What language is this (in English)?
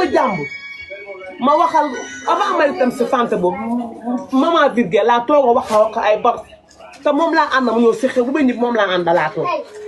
Wolof